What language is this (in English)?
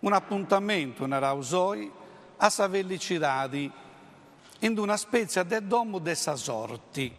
Sardinian